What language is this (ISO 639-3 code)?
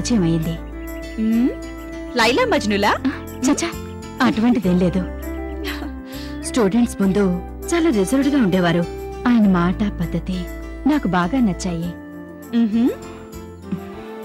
tel